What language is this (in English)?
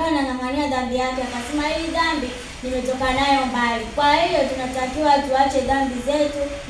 Swahili